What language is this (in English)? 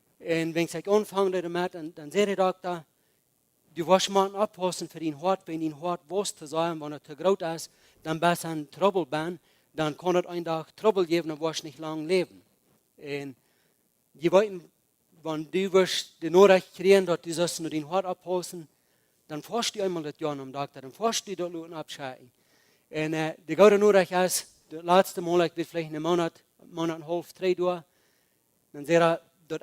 Plautdietsch